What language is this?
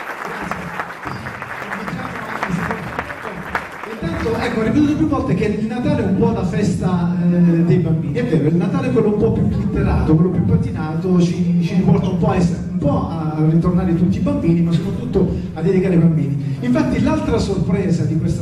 Italian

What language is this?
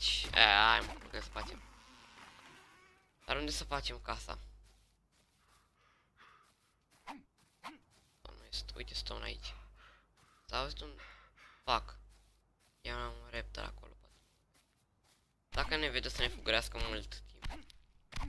Romanian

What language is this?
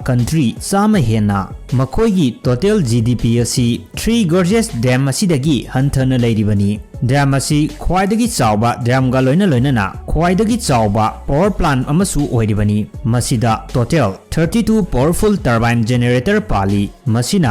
Manipuri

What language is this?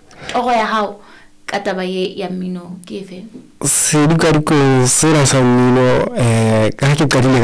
Southern Sotho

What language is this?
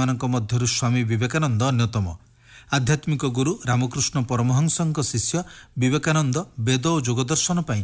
Odia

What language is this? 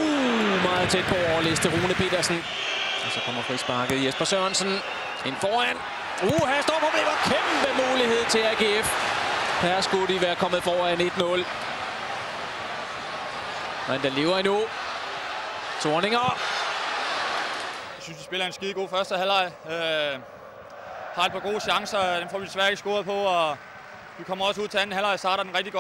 Danish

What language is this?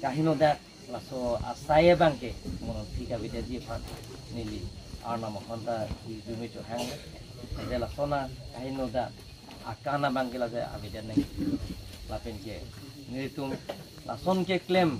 Karbi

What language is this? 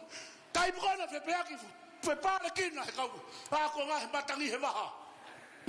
Tongan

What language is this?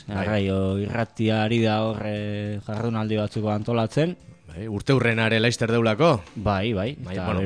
Basque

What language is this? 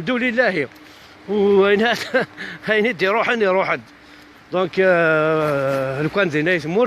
Kabyle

